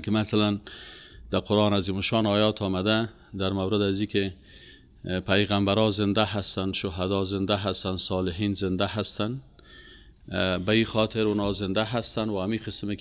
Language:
Persian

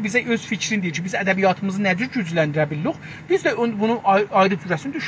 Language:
South Azerbaijani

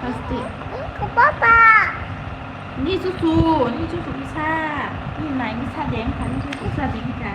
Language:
Kok Borok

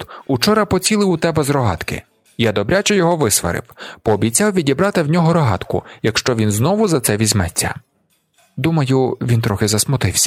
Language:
Ukrainian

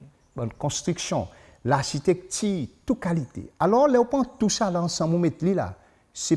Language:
Seselwa Creole French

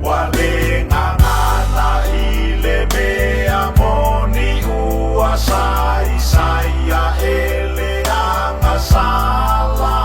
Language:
Samoan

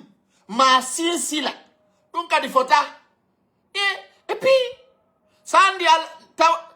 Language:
Fula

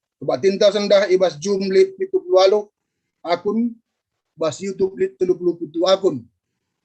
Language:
Batak Karo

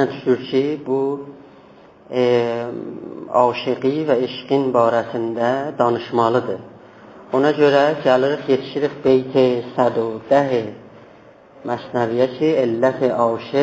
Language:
South Azerbaijani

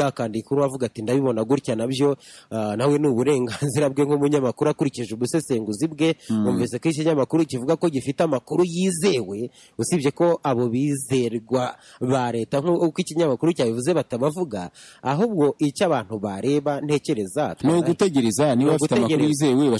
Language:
Kinyarwanda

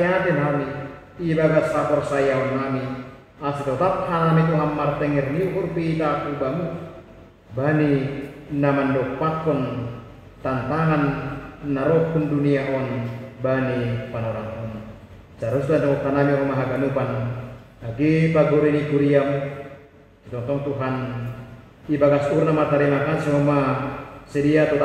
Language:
Batak Simalungun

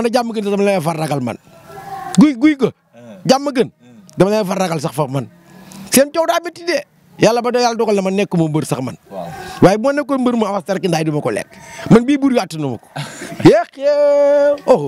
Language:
Wolof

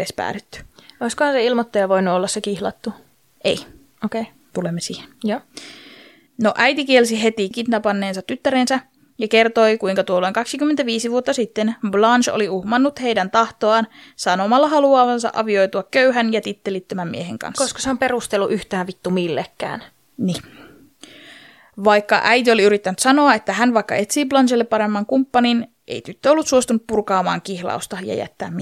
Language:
Finnish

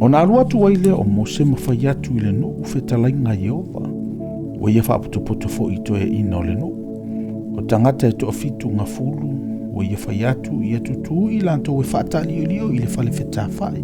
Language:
Samoan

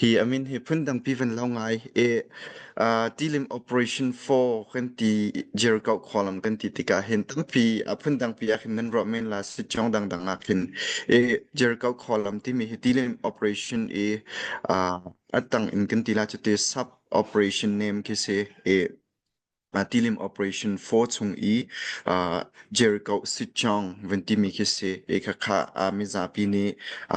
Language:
Hakha Chin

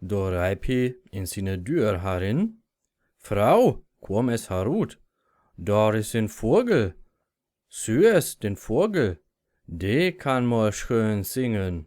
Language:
Low German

